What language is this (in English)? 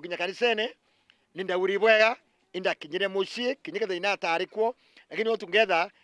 Meru